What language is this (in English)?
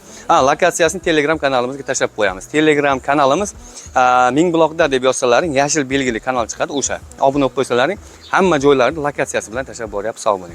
Uzbek